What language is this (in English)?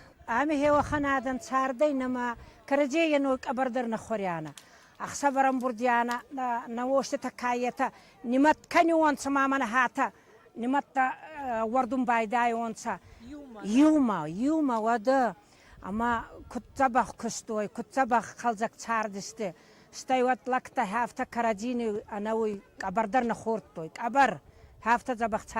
Ossetic